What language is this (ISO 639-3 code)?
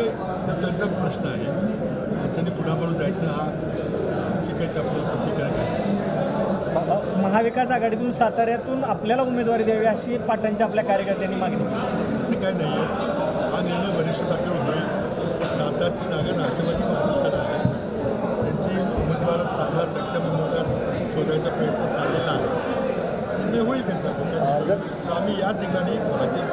mar